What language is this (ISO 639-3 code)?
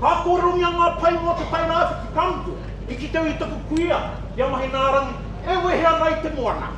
mri